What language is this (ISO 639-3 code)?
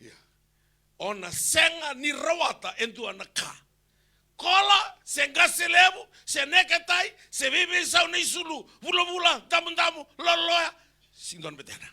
fij